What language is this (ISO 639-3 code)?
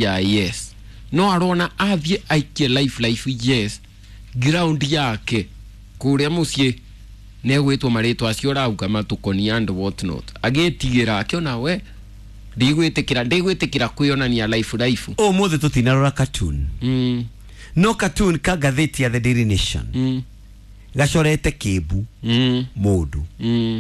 kik